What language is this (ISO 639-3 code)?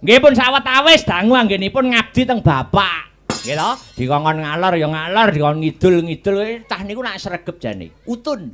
jav